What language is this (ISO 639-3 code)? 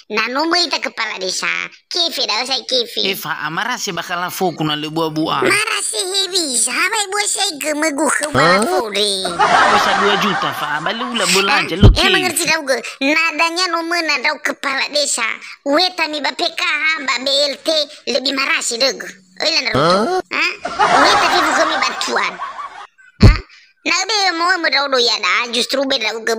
nia